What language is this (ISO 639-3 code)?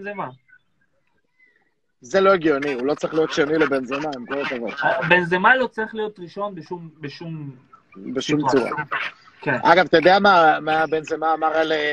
heb